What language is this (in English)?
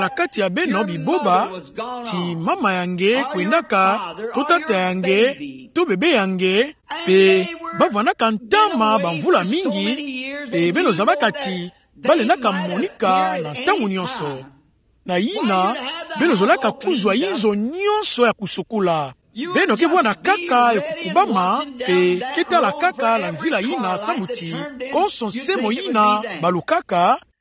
Kituba (Democratic Republic of Congo)